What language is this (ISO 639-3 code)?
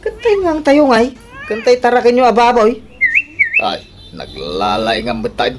ilo